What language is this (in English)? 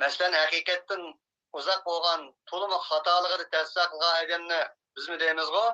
Uyghur